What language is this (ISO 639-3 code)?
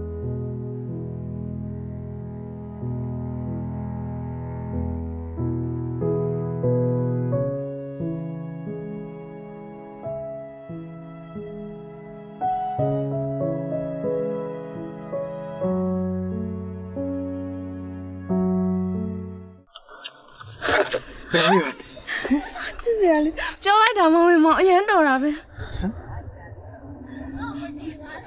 mya